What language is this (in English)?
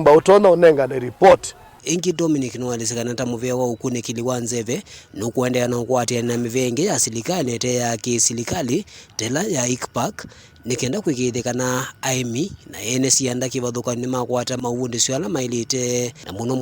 Kamba